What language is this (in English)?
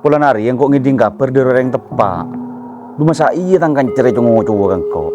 Madurese